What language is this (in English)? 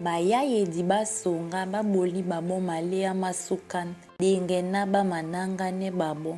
Duala